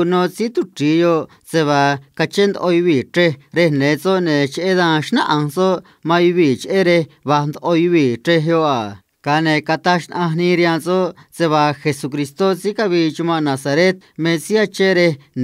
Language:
Copala Triqui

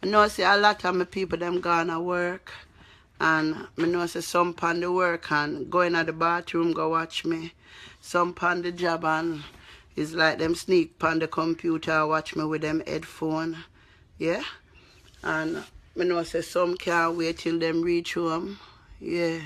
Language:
Jamaican Creole English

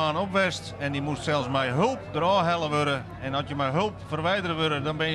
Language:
Western Frisian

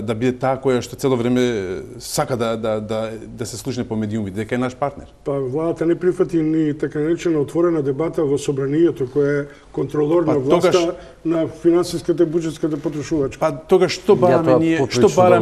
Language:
Macedonian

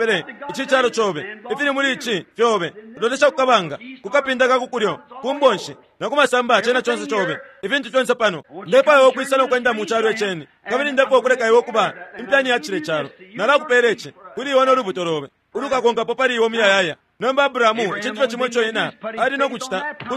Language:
Bemba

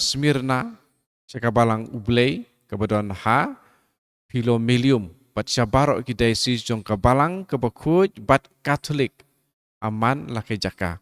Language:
Khasi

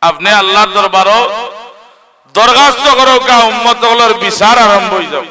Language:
Sylheti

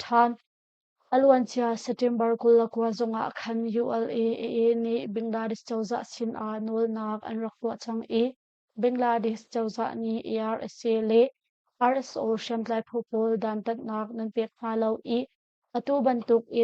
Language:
Hakha Chin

